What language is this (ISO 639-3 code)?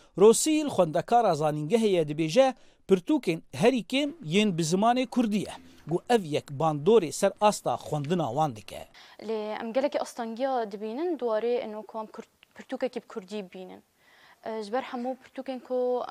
kur